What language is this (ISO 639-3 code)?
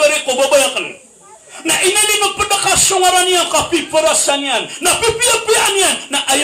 mrw